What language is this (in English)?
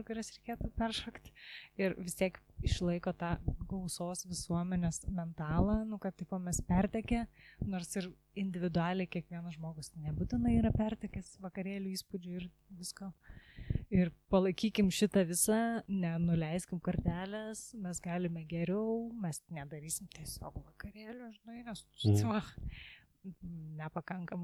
Lithuanian